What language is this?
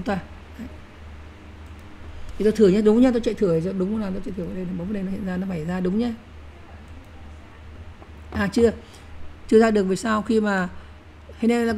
Vietnamese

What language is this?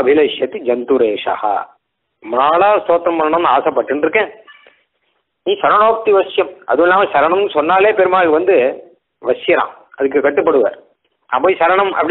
Tamil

